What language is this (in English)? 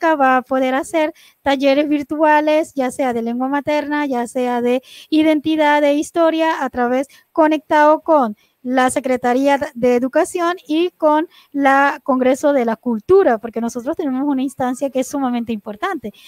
Spanish